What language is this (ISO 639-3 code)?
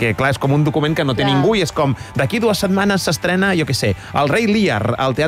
cat